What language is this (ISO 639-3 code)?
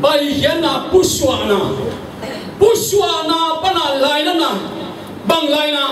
ctd